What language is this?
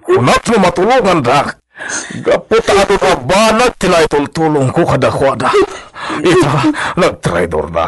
Iloko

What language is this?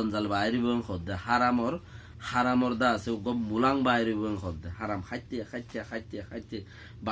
Rohingya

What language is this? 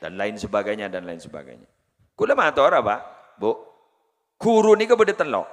Madurese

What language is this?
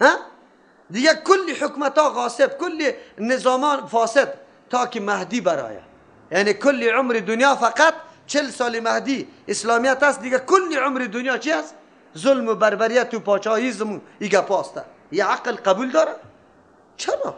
Persian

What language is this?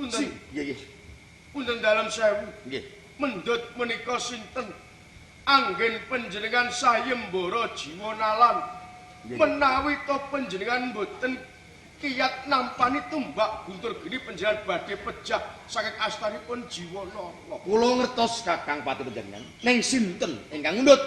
Javanese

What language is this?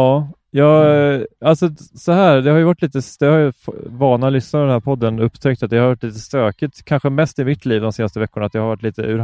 Swedish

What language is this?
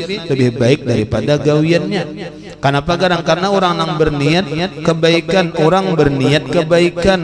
Banjar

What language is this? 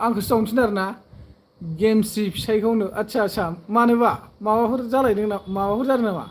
Bodo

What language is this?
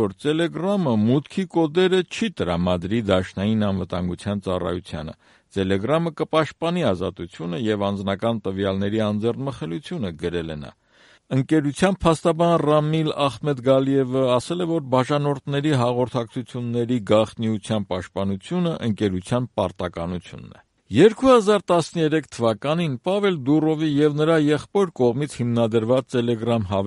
Armenian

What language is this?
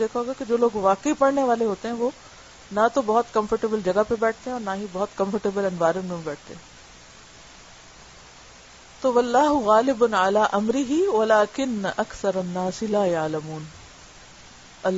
Urdu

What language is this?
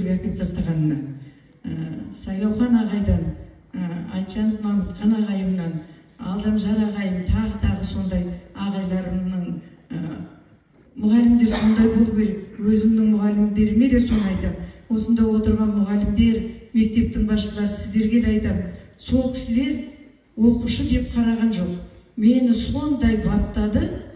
Kazakh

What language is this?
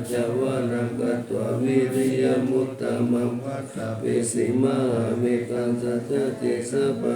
Pali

